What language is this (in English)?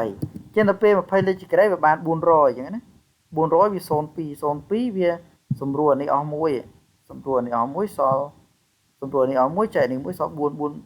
Khmer